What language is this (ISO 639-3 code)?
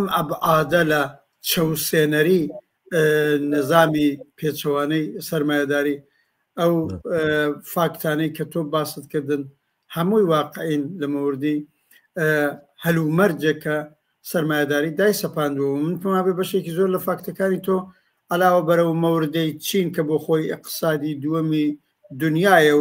ckb